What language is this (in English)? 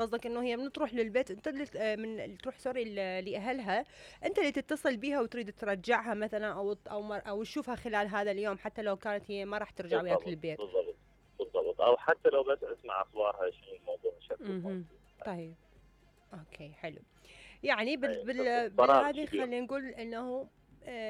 Mesopotamian Arabic